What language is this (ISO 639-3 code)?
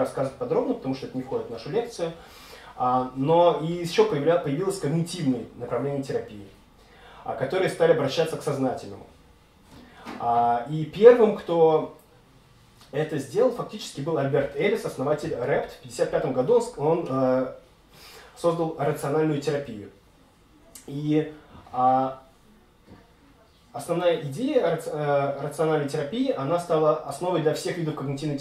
rus